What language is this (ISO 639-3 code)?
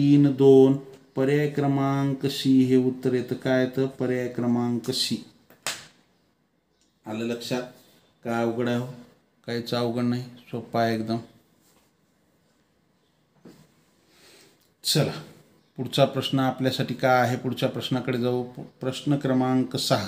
mar